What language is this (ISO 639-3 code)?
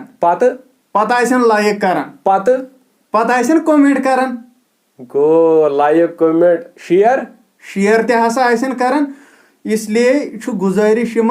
kas